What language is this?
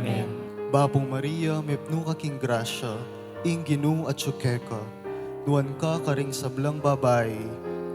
Pampanga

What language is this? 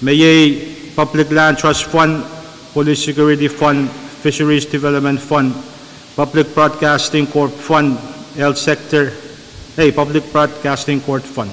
Pohnpeian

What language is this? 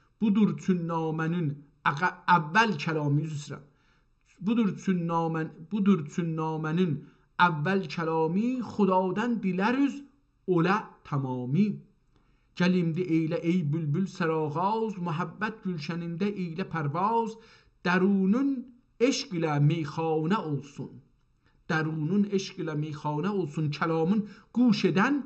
South Azerbaijani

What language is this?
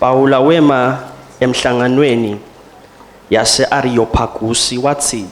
Swati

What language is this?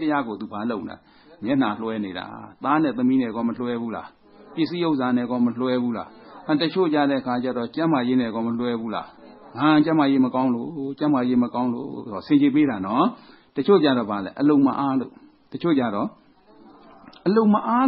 Burmese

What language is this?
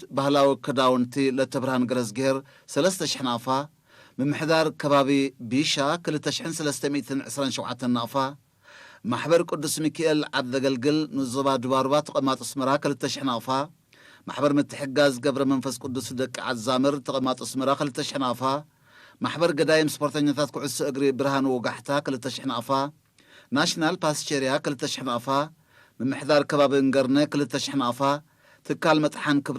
Tigrinya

